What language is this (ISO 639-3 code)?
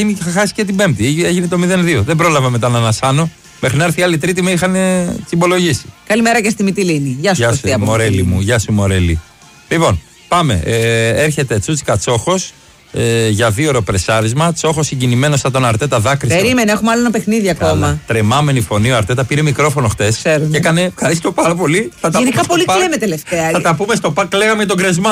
ell